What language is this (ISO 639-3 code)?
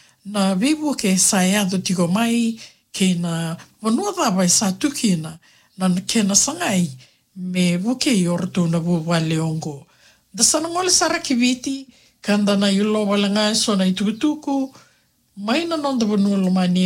fij